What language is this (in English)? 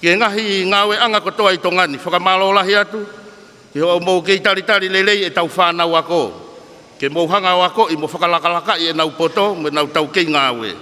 Tongan